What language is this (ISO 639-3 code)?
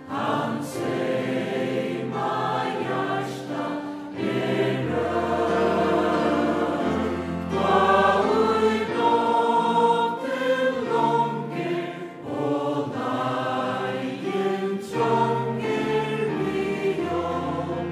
fao